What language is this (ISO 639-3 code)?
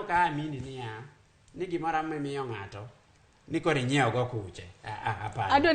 luo